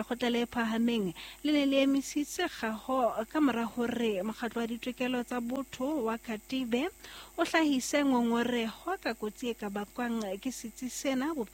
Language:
Southern Sotho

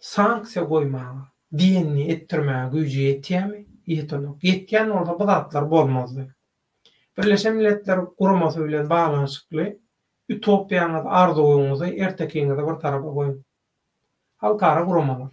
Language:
Turkmen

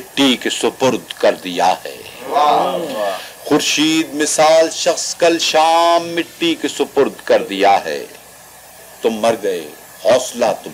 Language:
Urdu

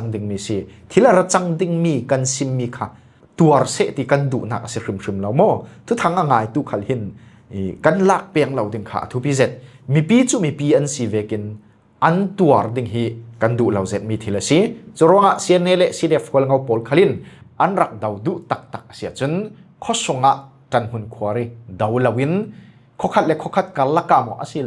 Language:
Falam Chin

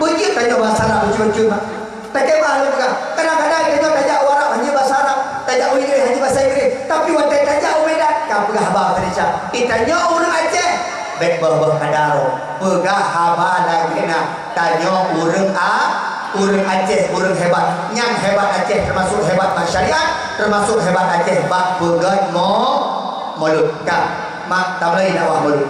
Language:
Achinese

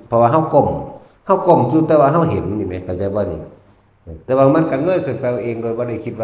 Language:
Northeastern Thai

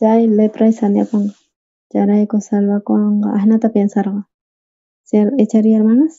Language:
South Bolivian Quechua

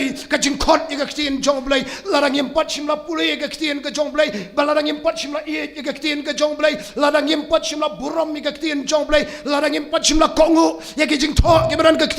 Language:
Khasi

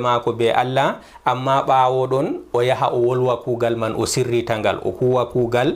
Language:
Fula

